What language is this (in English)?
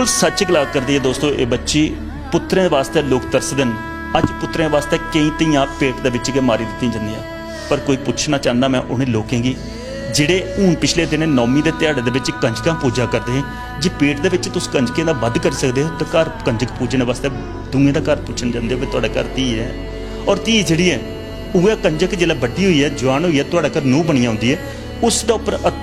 Dogri